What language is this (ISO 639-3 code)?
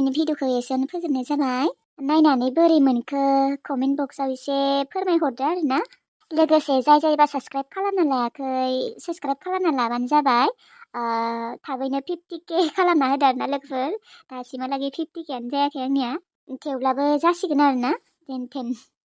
brx